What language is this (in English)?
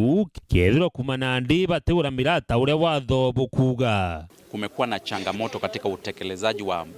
Meru